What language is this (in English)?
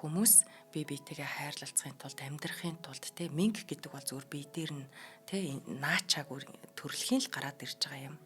Mongolian